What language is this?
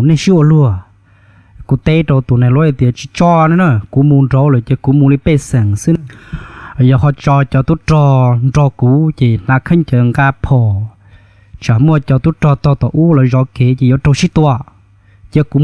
Hmong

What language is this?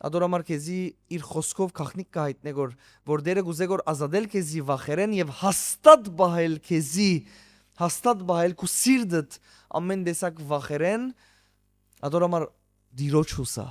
Western Armenian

